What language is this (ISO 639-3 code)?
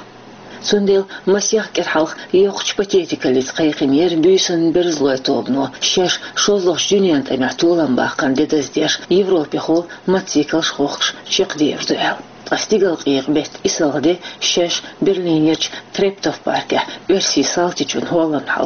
che